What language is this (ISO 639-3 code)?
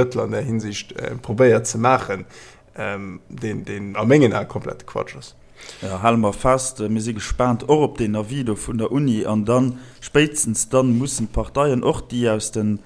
ltz